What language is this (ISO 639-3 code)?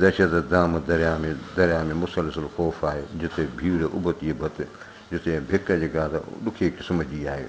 snd